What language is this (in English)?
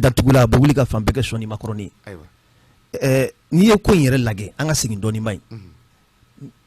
Bambara